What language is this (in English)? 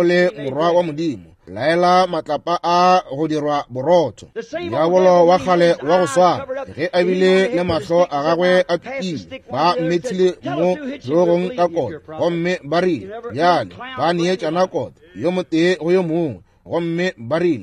Northern Sotho